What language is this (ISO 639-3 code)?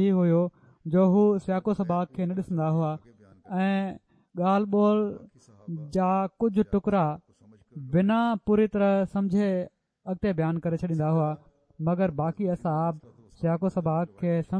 snd